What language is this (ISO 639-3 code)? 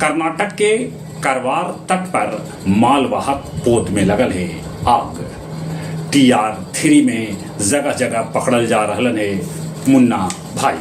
mag